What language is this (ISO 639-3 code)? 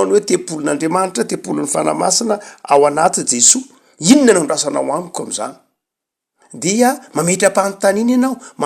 mlg